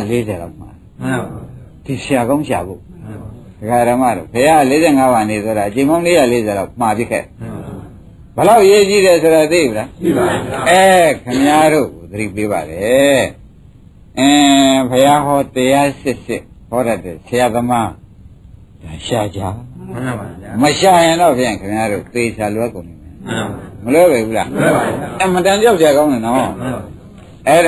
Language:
Burmese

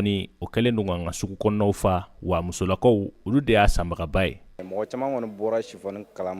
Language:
Bambara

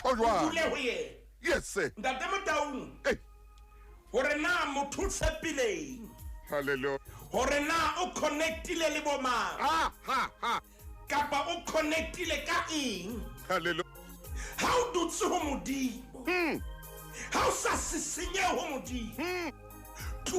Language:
Southern Sotho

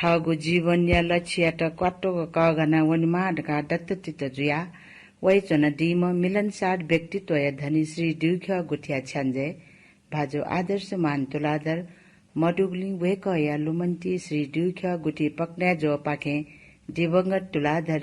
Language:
Newari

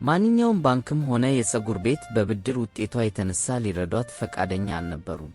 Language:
Amharic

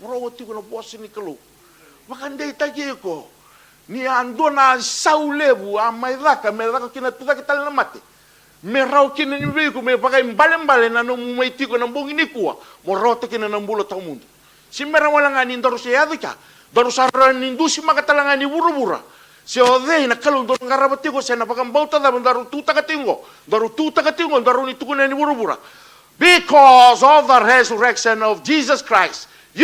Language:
Fijian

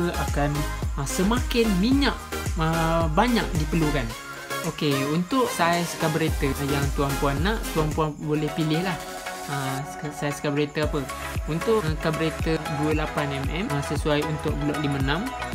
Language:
Malay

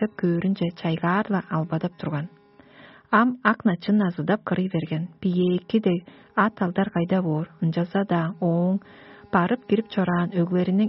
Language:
Tuvinian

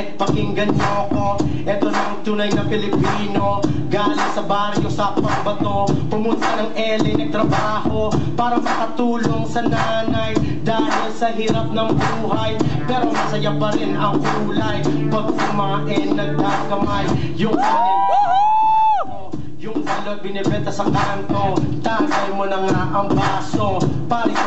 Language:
Filipino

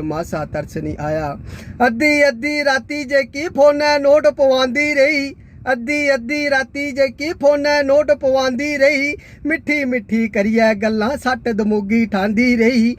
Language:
Dogri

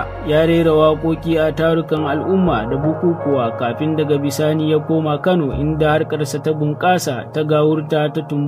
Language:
Hausa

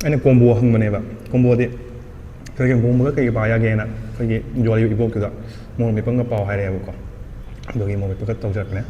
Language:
Manipuri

